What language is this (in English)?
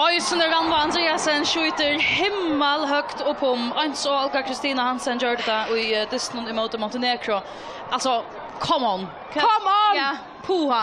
Faroese